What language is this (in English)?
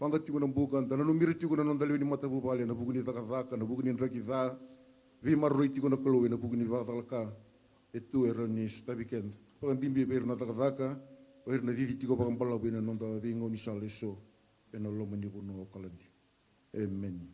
Fijian